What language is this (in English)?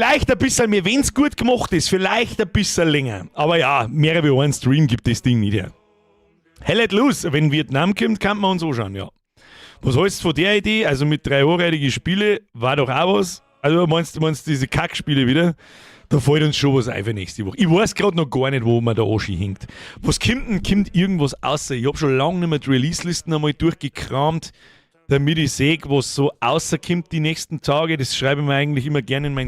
Bavarian